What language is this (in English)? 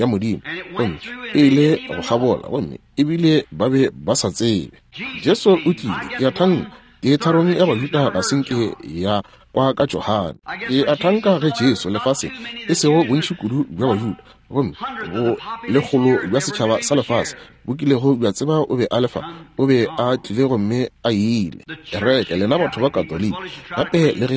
Northern Sotho